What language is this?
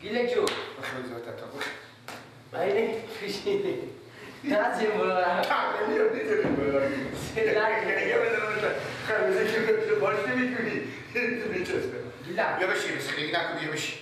Persian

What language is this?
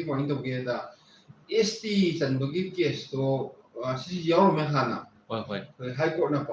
Manipuri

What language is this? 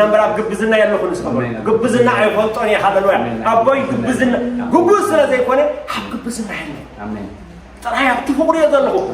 Tigrinya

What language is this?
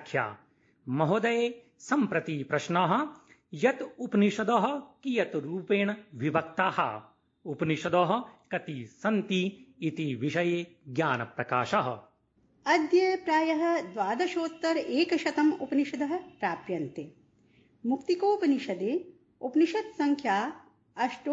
Sanskrit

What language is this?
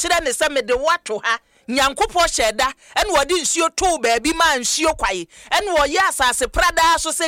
Akan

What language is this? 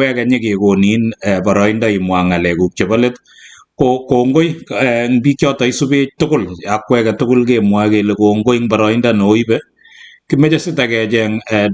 Kalenjin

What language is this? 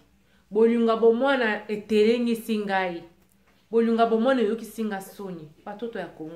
Lingala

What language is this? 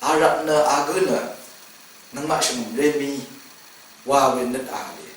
Rawang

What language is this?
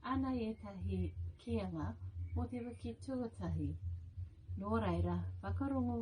Māori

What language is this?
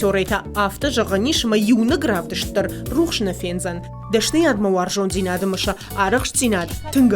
Ossetic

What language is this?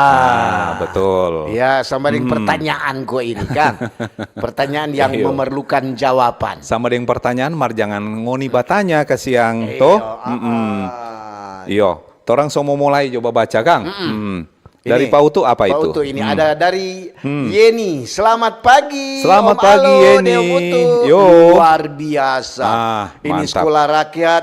Manado Malay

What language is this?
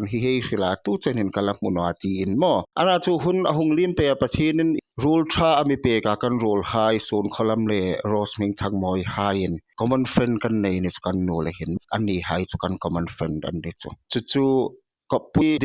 Hmar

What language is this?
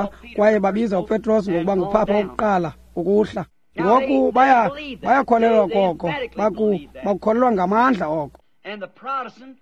Xhosa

